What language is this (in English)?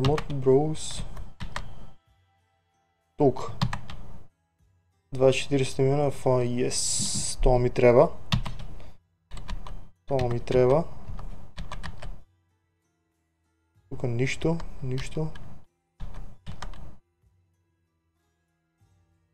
Bulgarian